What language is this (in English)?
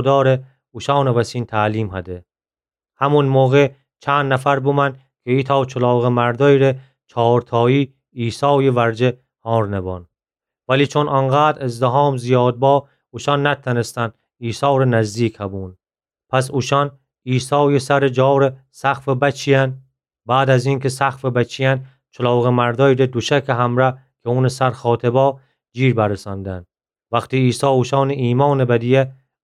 Gilaki